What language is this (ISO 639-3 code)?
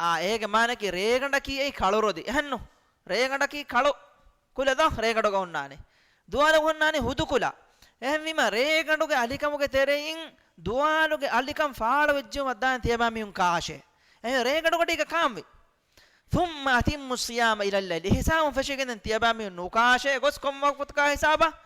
div